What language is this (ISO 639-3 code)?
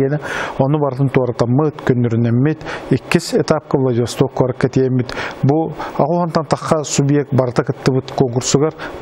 sah